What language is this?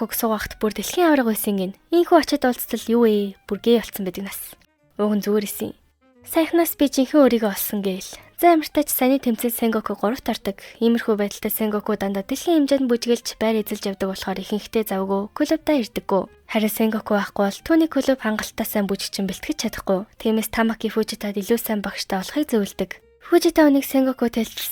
Mongolian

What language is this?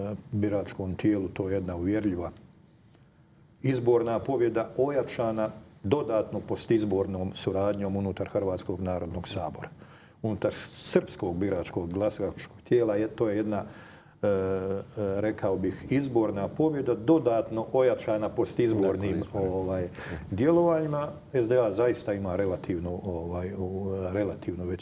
Croatian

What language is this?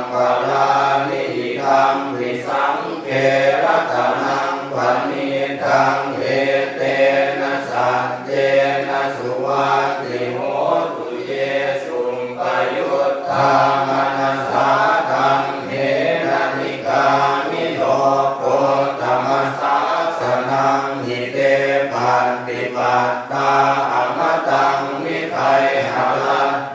Pali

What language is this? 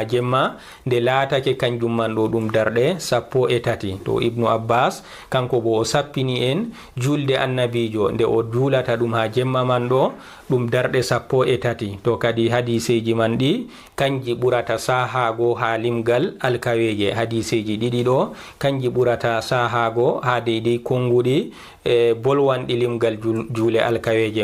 Fula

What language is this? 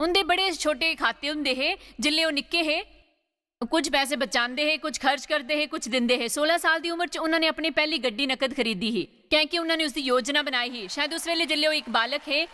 Dogri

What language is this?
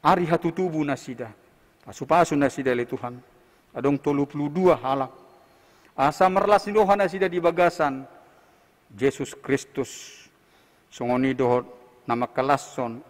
Batak Toba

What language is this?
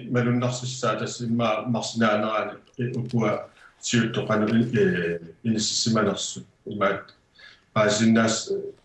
Kalaallisut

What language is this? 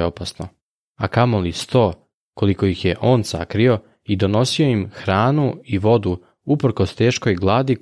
Serbian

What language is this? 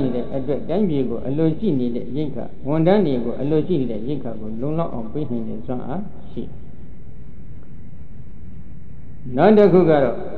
Burmese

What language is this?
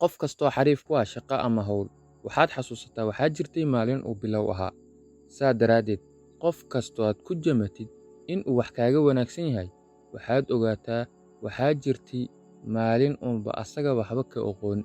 Somali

